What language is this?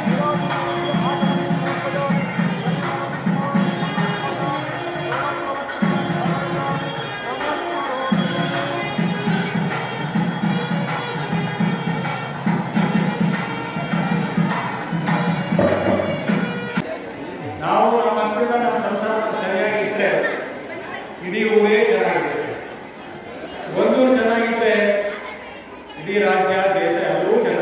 Kannada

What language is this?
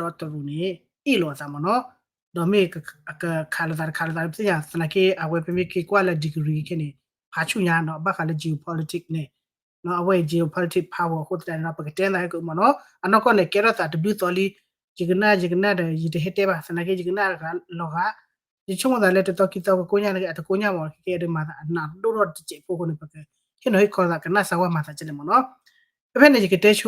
S'gaw Karen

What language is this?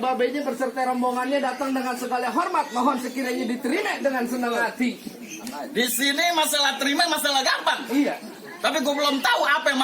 Betawi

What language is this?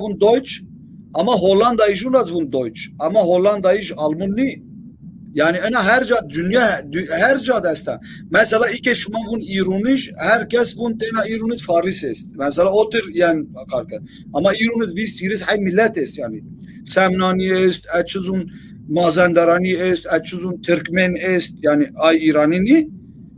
Zaza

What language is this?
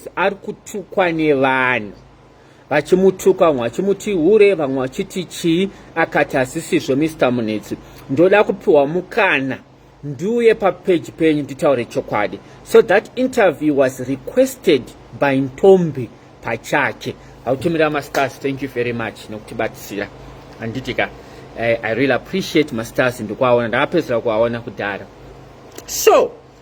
Shona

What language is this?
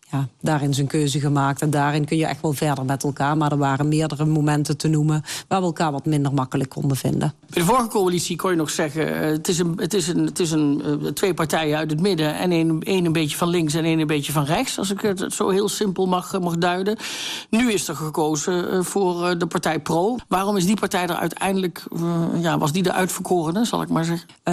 Dutch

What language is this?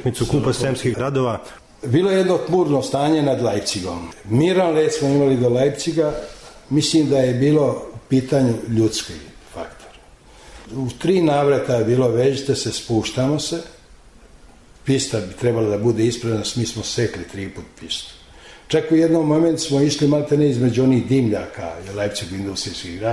Serbian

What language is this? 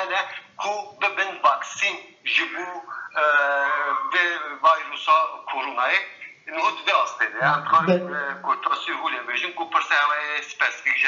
Kurdish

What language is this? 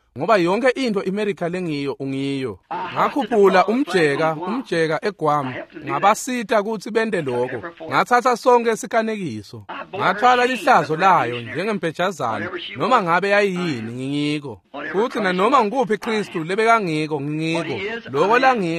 Swati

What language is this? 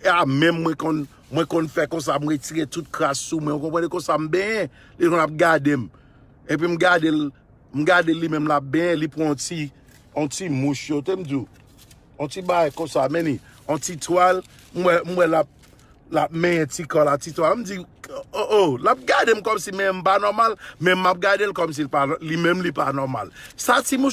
Haitian Creole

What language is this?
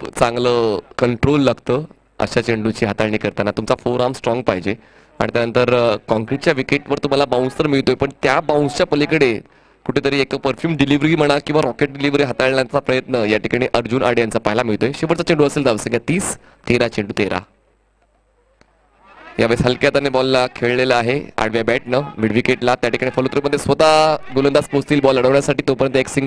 Marathi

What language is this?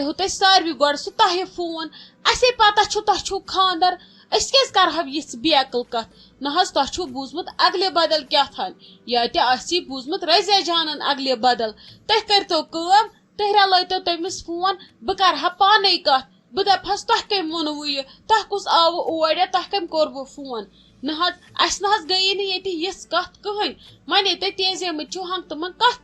Kashmiri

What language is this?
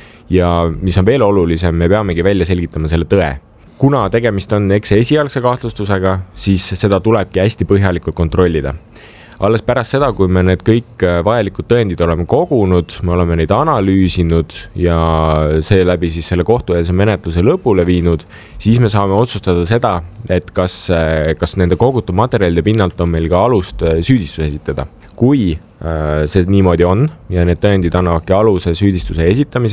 Estonian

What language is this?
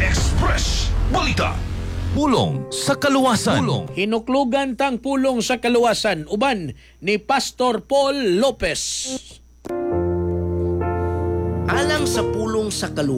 Cebuano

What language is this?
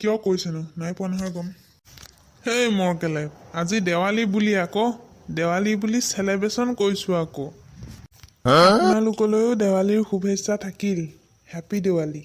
Assamese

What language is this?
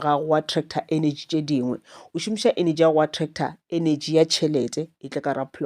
Northern Sotho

